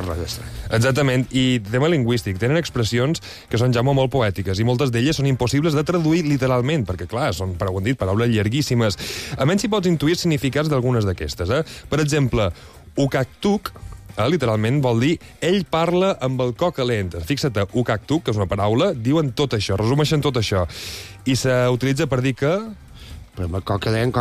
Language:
Catalan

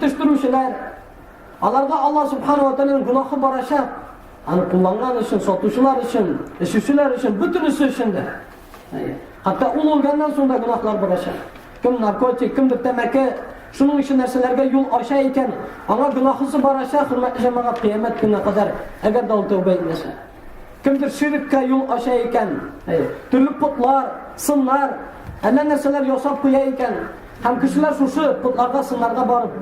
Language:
Tatar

